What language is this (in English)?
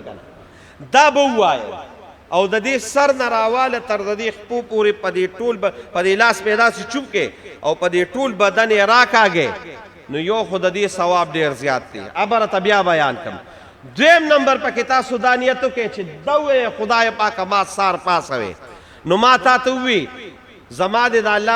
Pashto